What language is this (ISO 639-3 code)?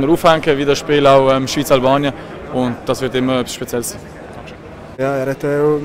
gsw